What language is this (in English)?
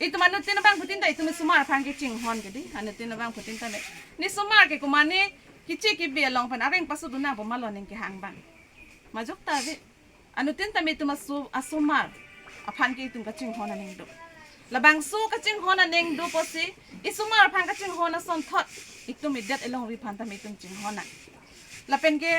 Karbi